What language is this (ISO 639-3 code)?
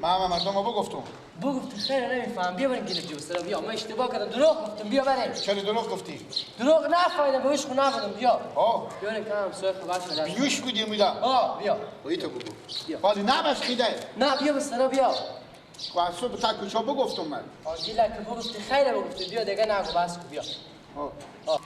fas